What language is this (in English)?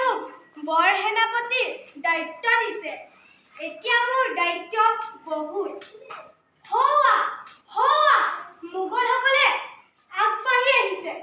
Assamese